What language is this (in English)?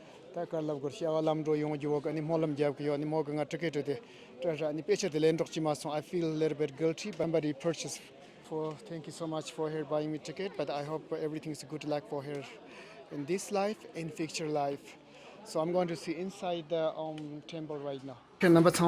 Tibetan